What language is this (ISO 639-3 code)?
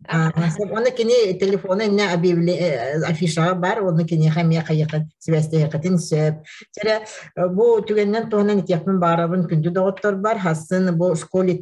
sah